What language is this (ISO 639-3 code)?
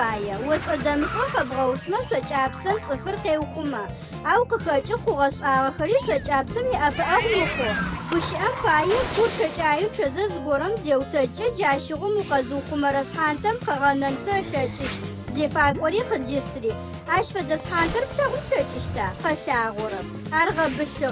ady